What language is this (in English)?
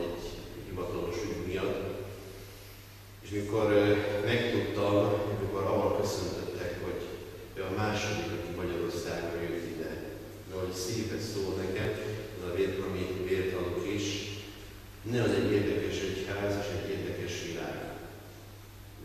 Hungarian